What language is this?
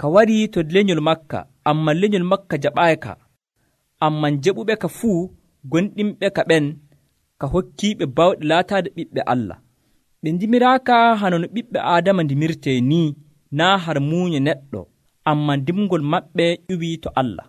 Nigerian Fulfulde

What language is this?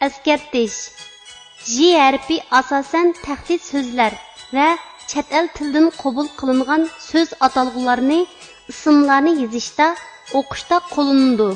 Uyghur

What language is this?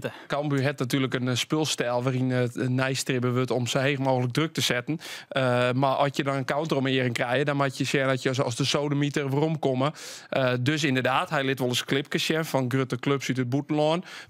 Western Frisian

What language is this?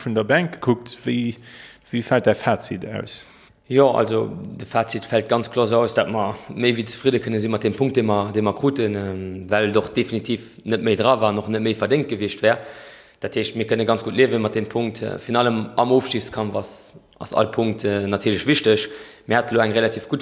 Luxembourgish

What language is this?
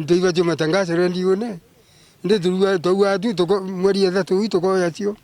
Meru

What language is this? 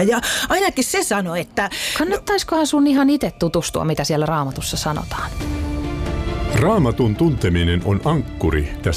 Finnish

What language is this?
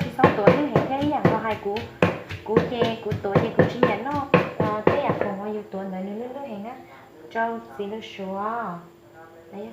Hmong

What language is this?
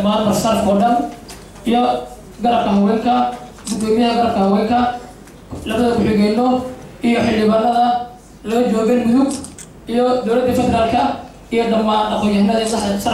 Somali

